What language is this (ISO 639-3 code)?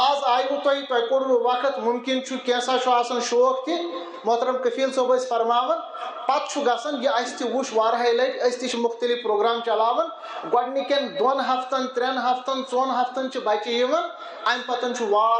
kas